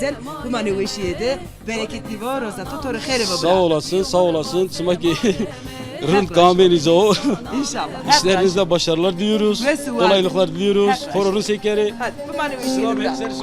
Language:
Zaza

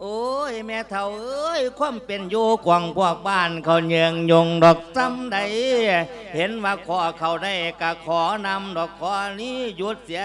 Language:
Lao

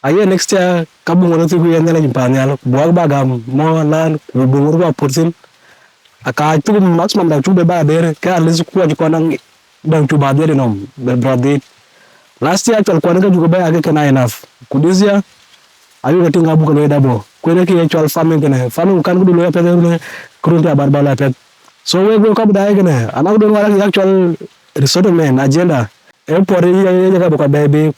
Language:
Dinka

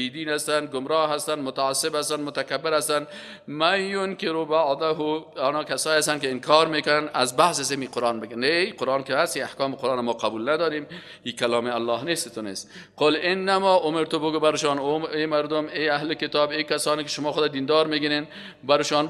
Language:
Persian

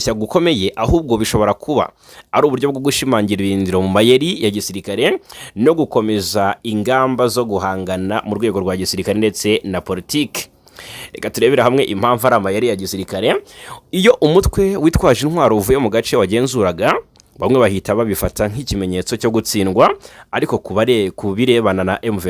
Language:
Kinyarwanda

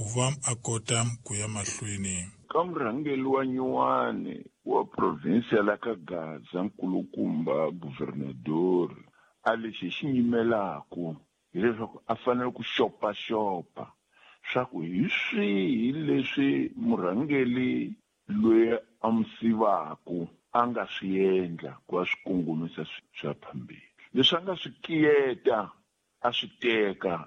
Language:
Tsonga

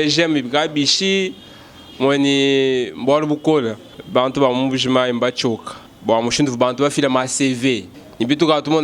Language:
Luba-Lulua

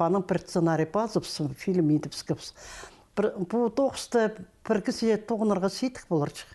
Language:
Khakas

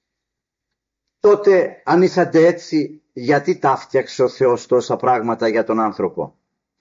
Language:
Greek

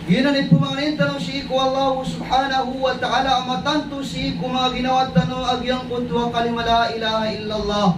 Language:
Maranao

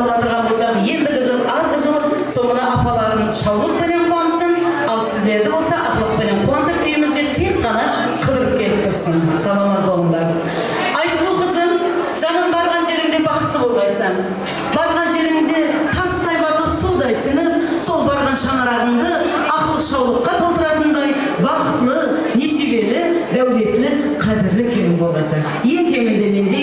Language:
Kara-Kalpak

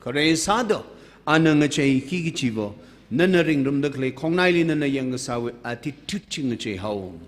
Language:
Tangkhul Naga (India)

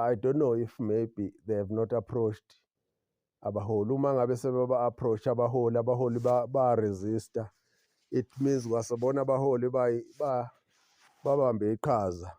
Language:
Zulu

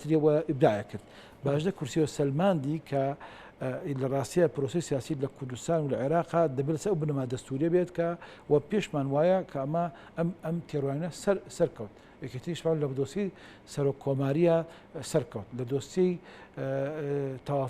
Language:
Central Kurdish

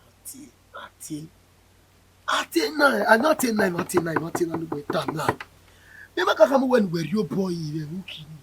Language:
Bini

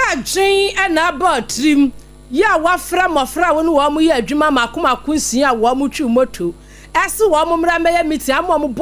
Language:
Akan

